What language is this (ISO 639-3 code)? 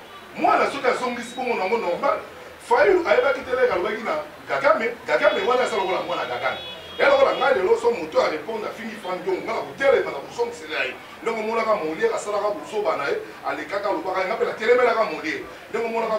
lin